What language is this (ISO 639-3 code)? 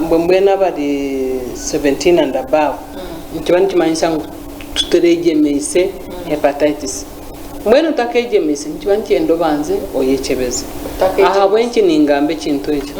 nyn